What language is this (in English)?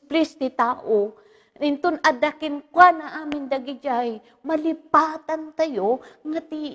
Iloko